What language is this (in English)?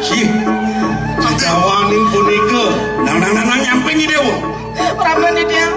Balinese